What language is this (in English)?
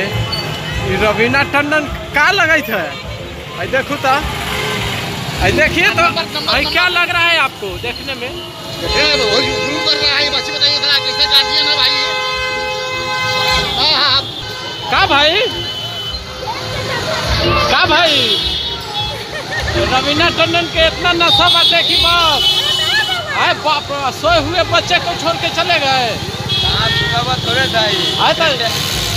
Bhojpuri